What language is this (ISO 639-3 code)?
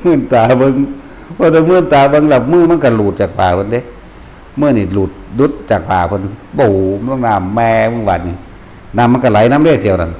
tts